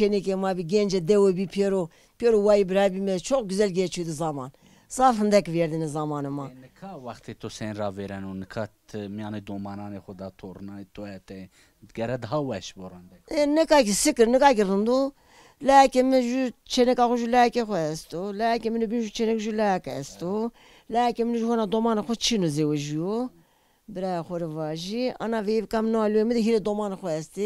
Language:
Zaza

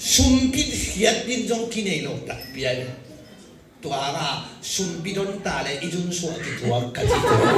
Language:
Tedim Chin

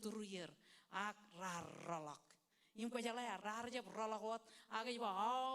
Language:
Marshallese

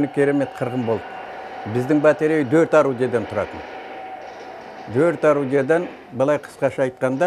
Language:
Kazakh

